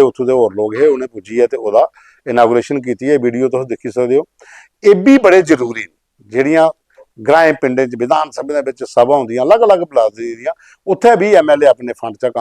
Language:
Dogri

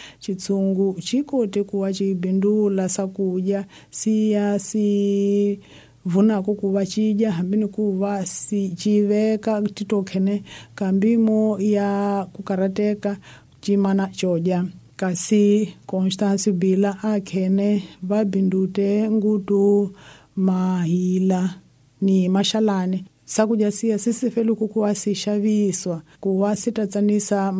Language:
Tsonga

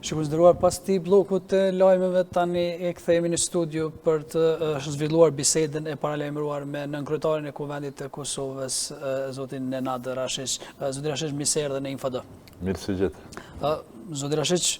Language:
Albanian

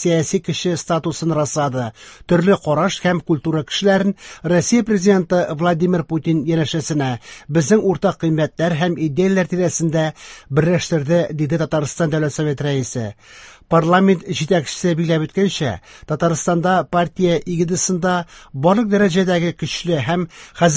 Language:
Tatar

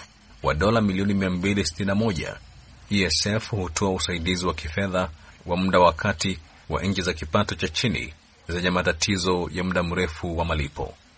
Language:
Swahili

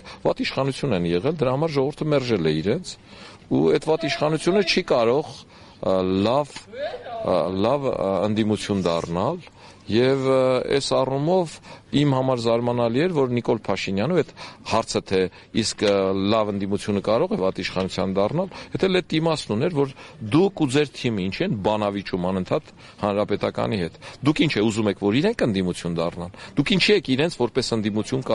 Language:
Armenian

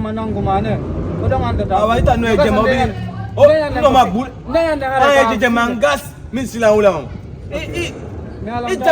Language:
Fula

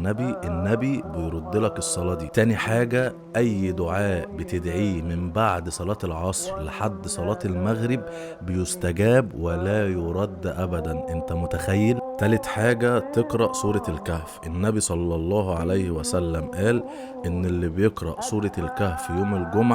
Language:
Egyptian Arabic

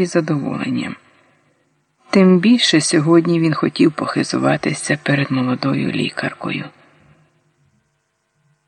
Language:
Ukrainian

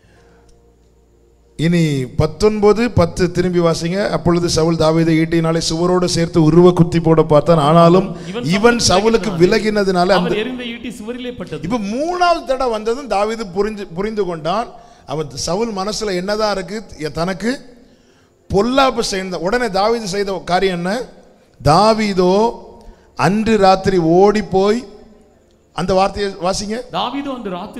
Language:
Tamil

